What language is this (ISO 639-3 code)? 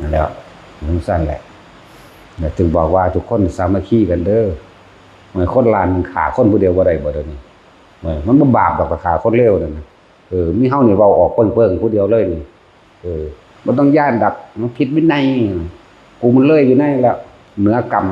tts